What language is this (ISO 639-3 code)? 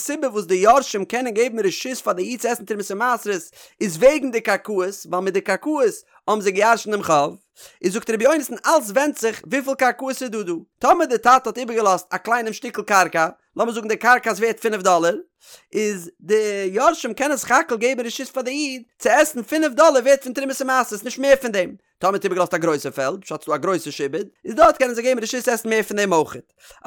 yid